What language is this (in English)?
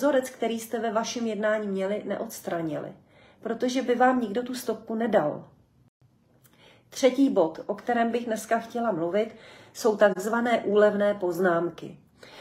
Czech